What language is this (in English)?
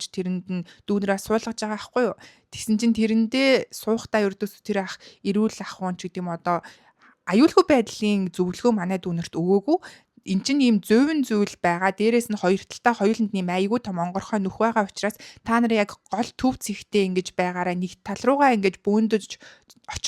Mongolian